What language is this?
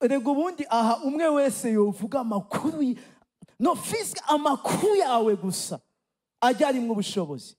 Rundi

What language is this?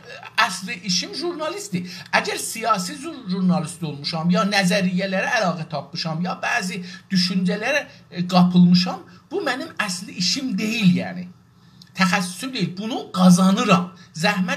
South Azerbaijani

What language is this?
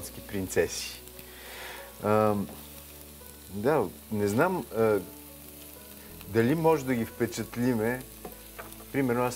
Bulgarian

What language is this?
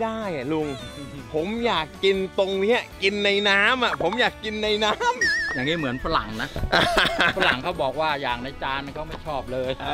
Thai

